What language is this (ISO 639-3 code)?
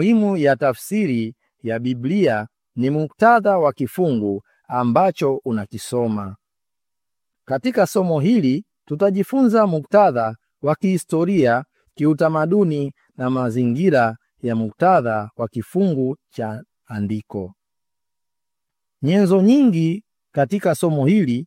swa